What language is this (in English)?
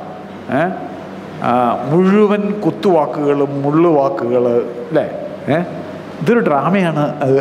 Malayalam